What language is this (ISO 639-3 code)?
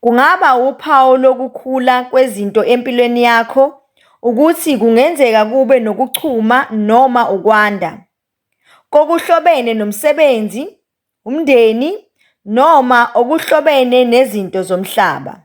zul